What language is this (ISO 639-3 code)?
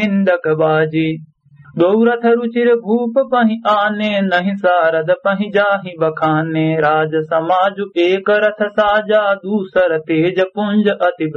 awa